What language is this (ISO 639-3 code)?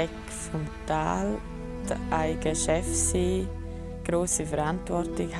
gsw